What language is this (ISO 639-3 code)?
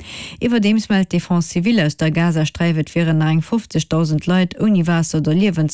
ltz